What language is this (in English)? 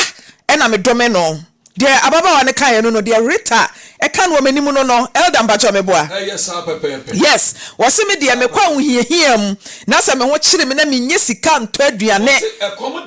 Akan